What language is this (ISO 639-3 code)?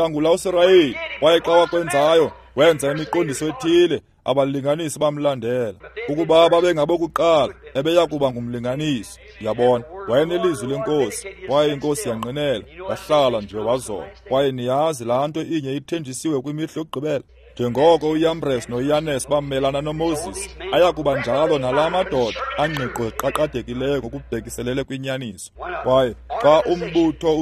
xho